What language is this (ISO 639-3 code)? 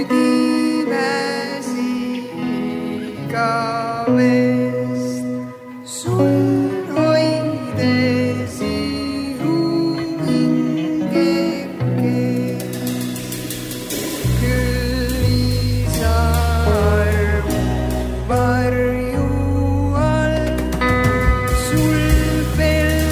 est